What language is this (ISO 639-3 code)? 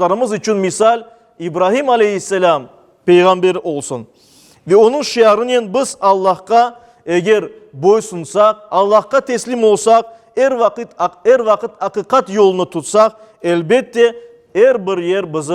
crh